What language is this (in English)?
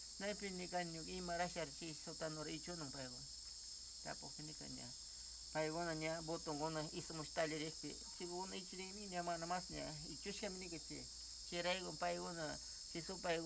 Northern Pastaza Quichua